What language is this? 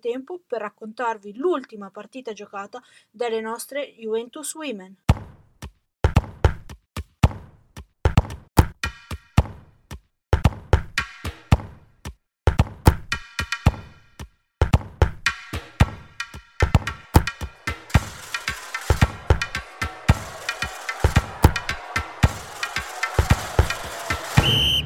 Italian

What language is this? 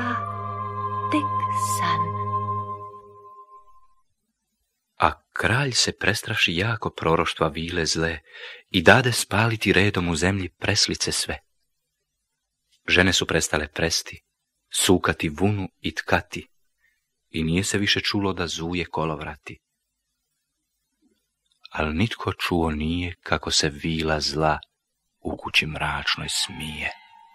Croatian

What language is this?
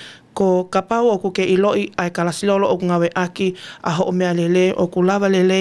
Tongan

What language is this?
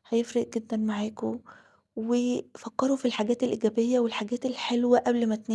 Egyptian Arabic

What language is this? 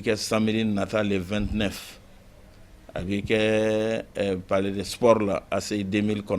Bambara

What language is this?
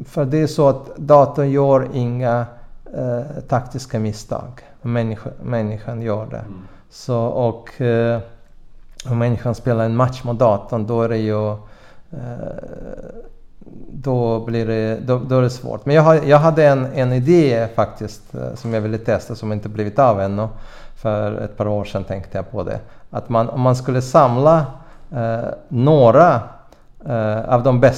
Swedish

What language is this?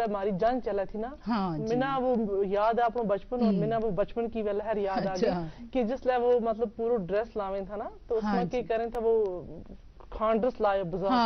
Gujari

